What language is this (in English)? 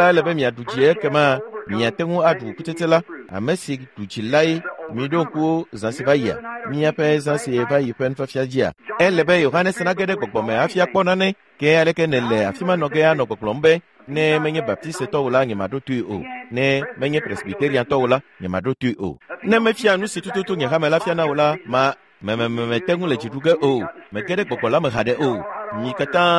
Ewe